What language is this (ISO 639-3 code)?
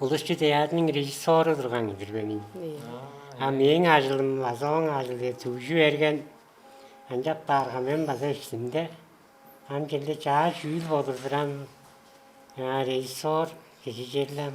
tyv